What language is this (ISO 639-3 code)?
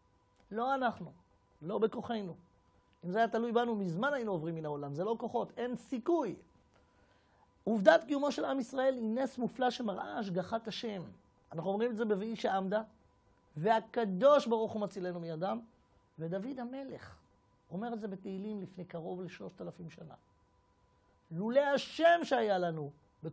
heb